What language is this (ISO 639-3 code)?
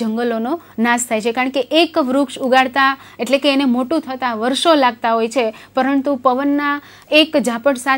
guj